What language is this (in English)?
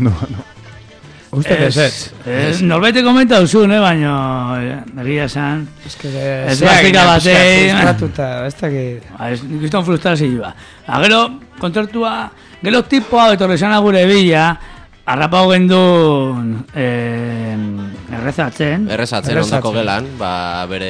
Basque